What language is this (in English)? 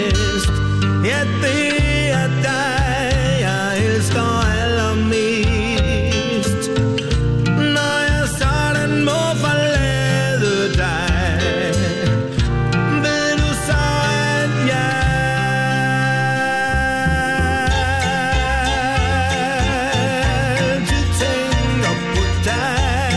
Danish